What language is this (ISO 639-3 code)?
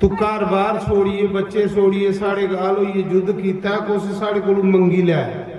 doi